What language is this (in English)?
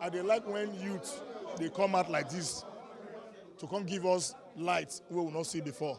Nigerian Pidgin